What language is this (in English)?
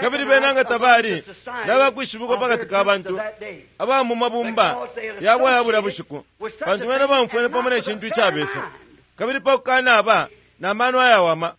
Bemba